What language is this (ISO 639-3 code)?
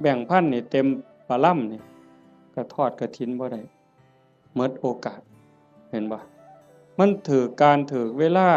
tts